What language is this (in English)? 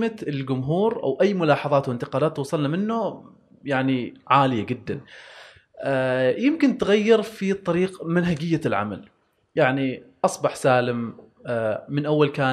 Gulf Arabic